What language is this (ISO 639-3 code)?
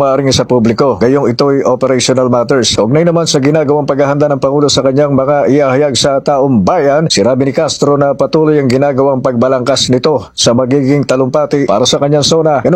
fil